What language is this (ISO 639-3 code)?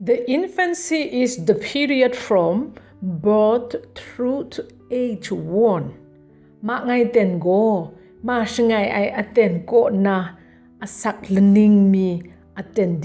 kac